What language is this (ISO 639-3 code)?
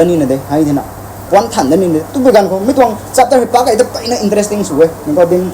nbu